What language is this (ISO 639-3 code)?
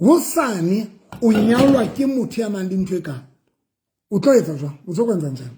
sot